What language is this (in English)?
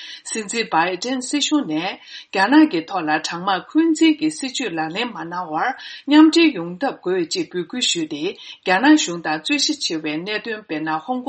Tibetan